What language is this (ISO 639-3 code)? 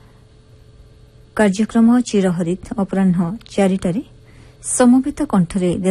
ori